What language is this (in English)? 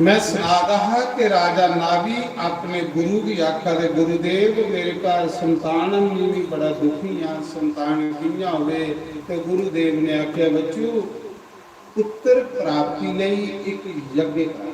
Dogri